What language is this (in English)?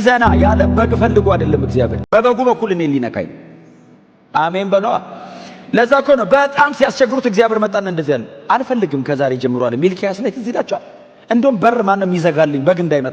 Amharic